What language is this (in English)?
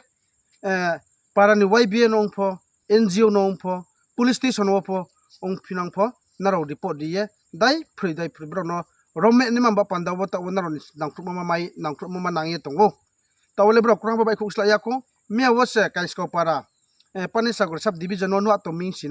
Riang (India)